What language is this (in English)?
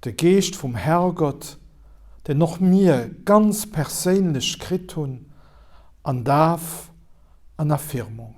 Luxembourgish